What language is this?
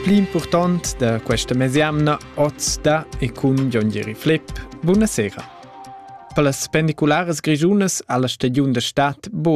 Romansh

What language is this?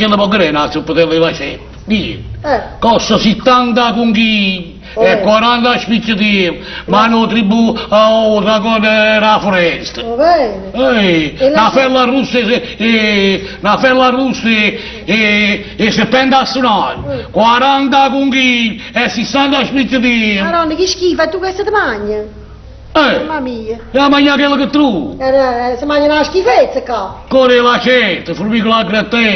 Neapolitan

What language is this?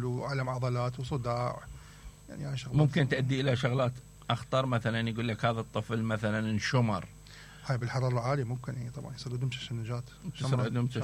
Mesopotamian Arabic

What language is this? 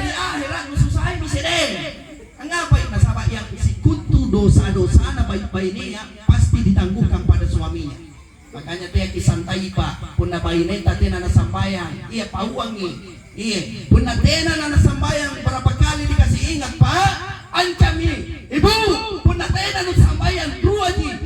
Makasar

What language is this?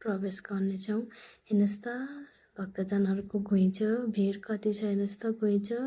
Nepali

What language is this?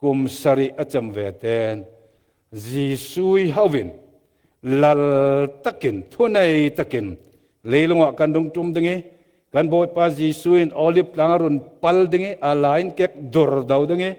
Falam Chin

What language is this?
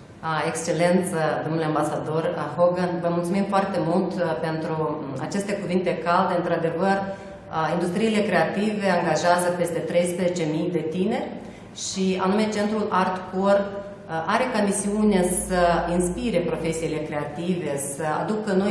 Romanian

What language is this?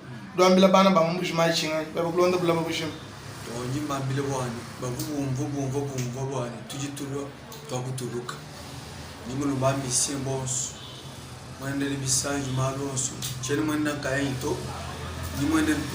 Luba-Lulua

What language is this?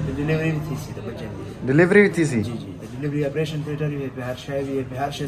Saraiki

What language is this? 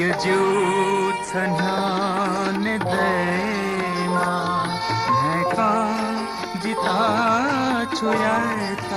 Newari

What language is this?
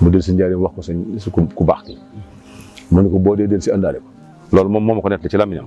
Wolof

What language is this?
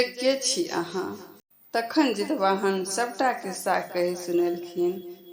Maithili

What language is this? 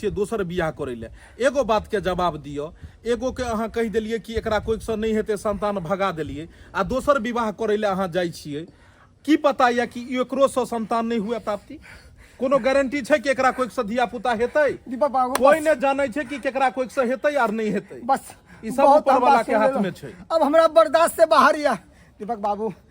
Maithili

